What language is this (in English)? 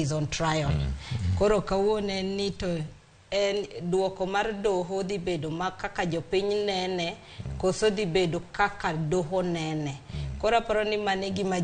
Luo (Kenya and Tanzania)